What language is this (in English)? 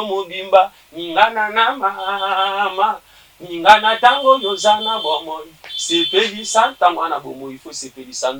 Lingala